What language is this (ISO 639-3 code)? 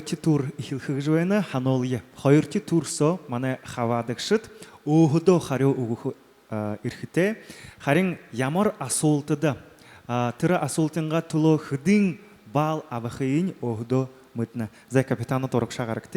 bua